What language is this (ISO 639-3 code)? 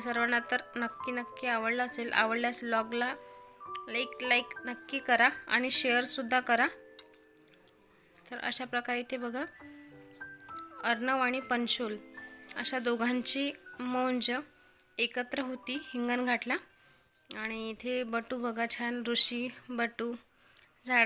mar